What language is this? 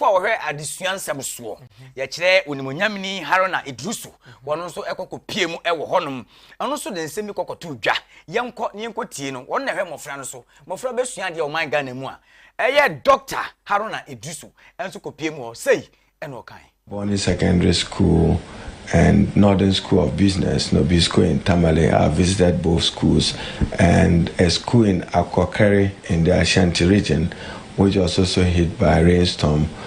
Akan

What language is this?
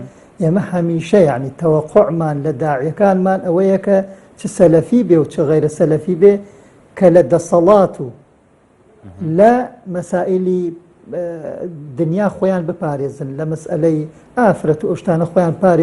Central Kurdish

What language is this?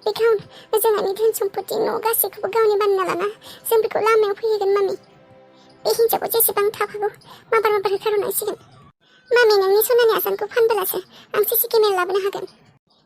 Bodo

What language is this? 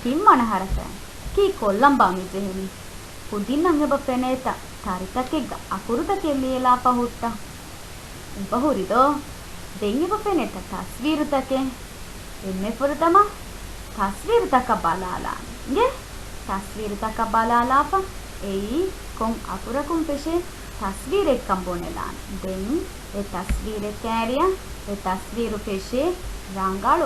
Divehi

